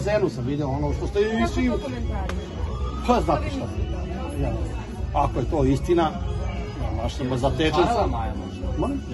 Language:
Serbian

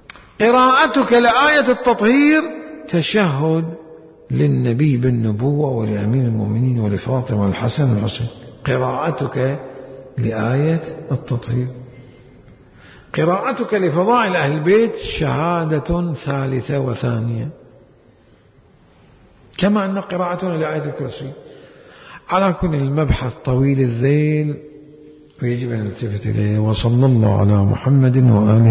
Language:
Arabic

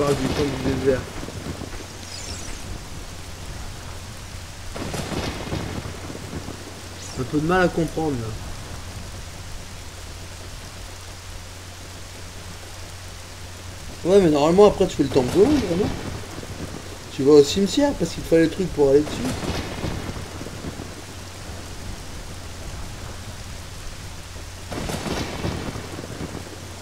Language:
French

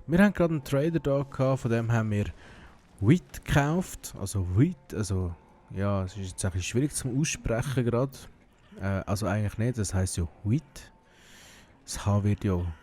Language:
Swiss German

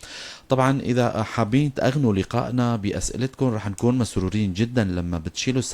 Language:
North Levantine Arabic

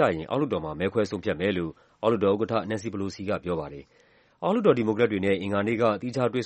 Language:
Burmese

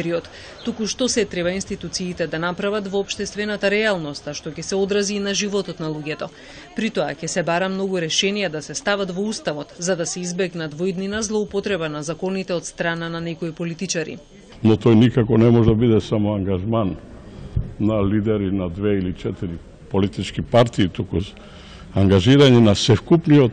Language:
Macedonian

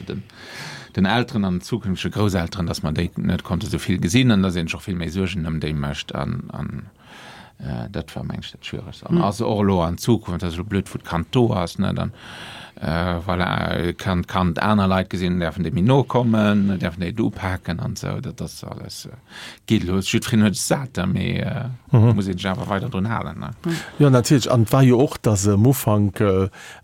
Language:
Luxembourgish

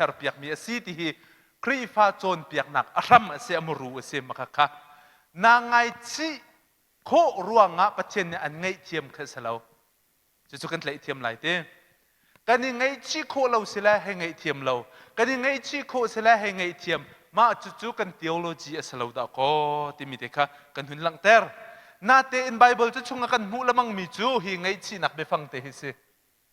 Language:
Hakha Chin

